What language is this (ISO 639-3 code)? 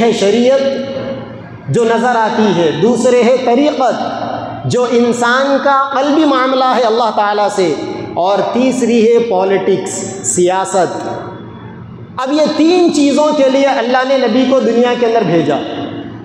urd